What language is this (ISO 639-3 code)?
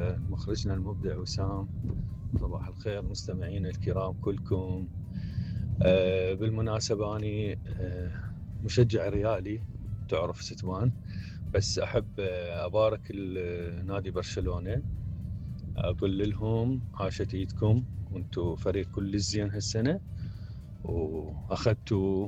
acm